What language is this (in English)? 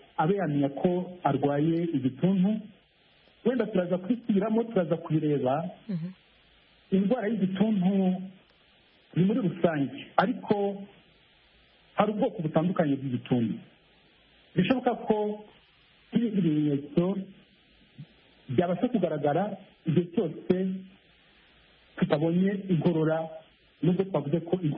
Kinyarwanda